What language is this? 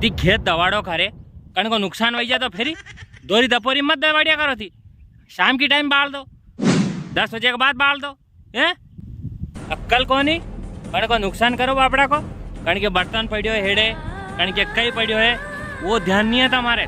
Rajasthani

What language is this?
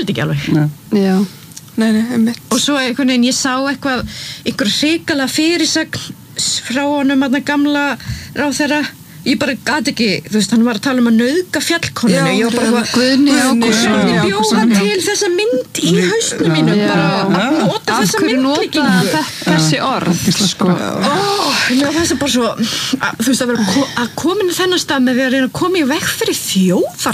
Icelandic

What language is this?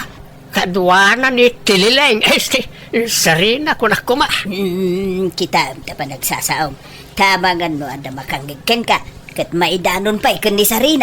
Iloko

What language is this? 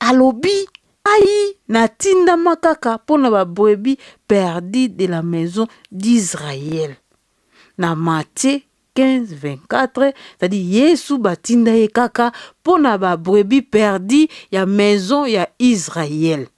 Lingala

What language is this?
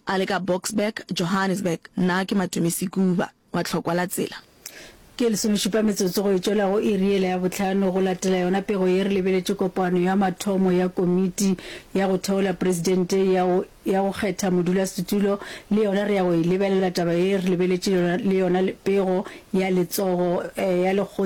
Northern Sotho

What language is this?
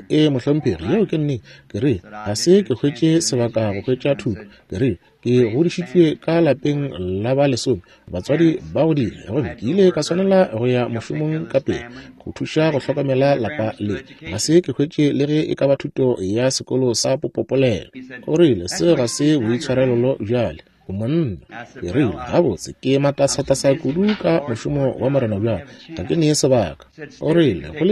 Northern Sotho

